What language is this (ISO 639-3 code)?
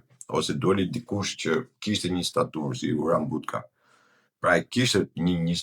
sqi